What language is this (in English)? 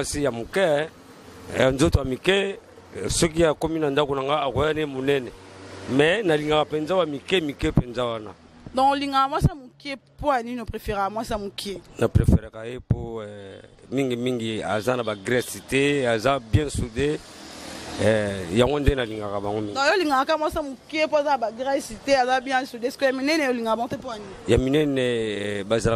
Lingala